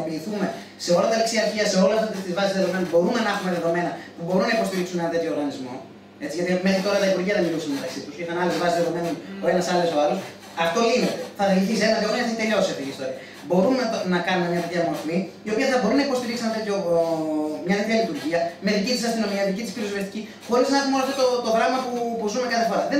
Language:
Greek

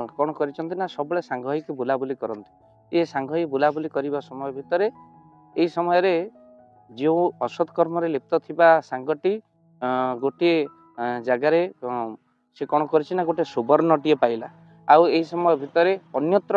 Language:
Odia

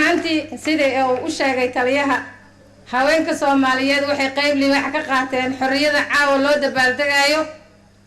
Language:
Somali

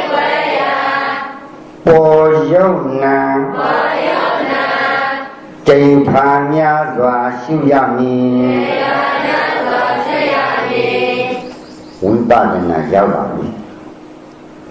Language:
Burmese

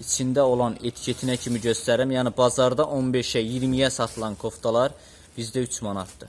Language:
Azerbaijani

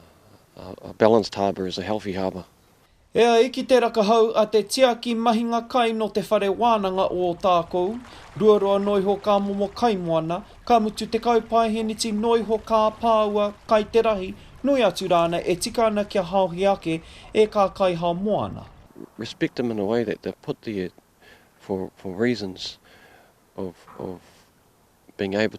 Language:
Māori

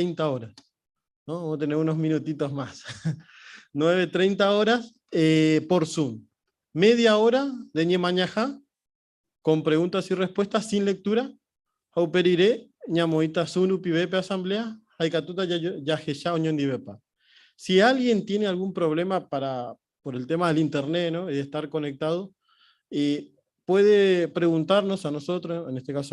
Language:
Guarani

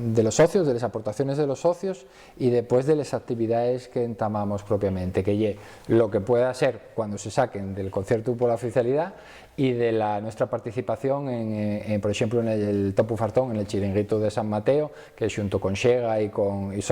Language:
Asturian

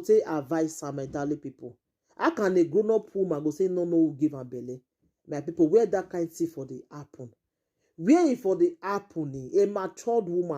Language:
Nigerian Pidgin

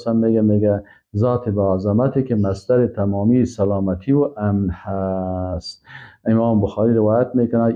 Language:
Persian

